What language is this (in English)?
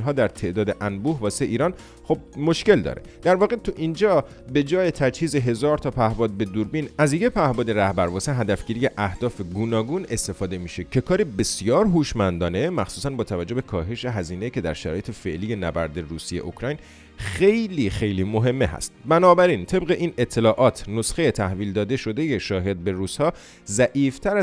Persian